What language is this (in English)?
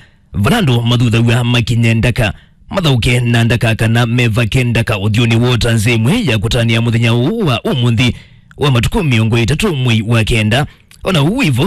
Kamba